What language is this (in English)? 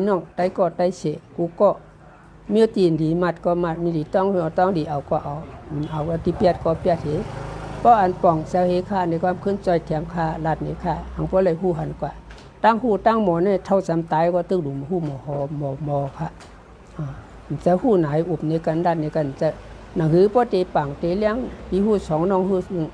Shan